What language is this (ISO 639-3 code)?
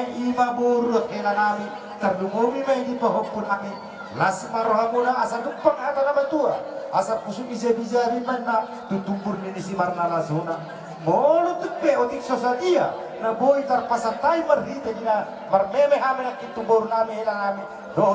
bbc